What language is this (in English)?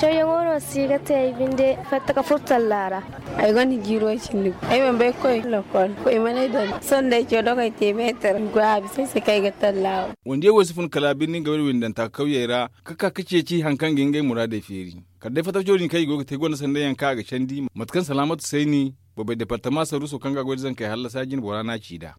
Zarma